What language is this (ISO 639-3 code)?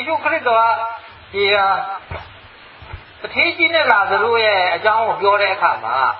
mya